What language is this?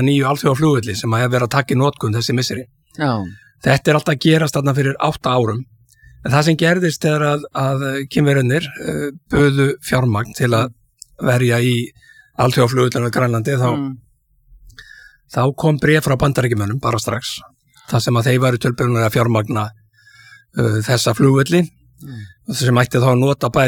Icelandic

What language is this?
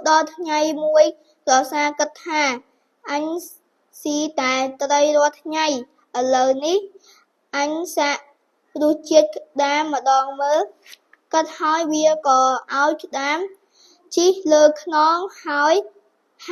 Khmer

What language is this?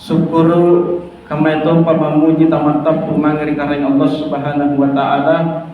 Makasar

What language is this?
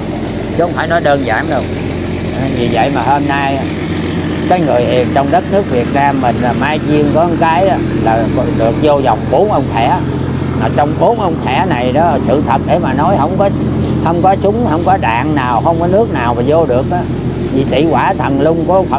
Vietnamese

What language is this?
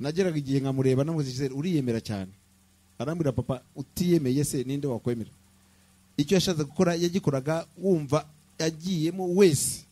Kinyarwanda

